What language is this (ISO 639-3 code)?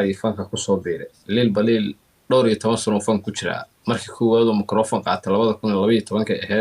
som